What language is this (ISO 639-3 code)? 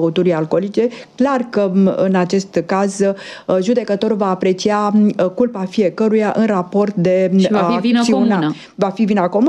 ron